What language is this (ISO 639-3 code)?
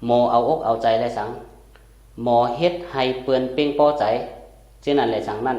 shn